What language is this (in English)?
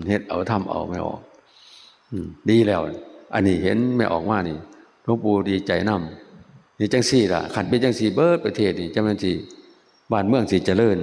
Northeastern Thai